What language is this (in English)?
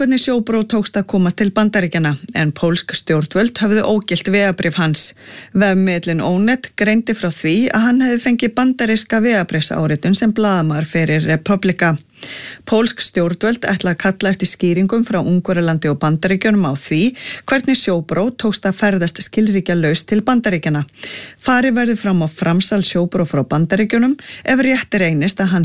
Icelandic